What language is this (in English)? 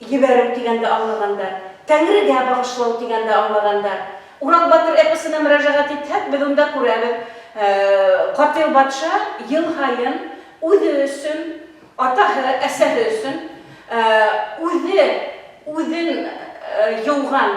Bashkir